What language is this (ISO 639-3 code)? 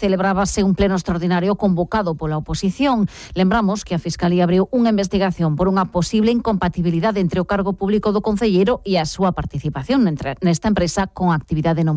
glg